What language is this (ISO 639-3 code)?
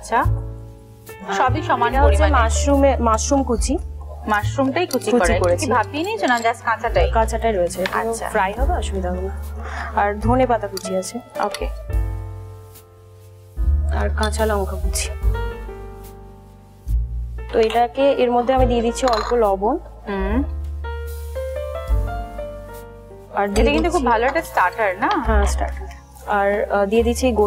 ben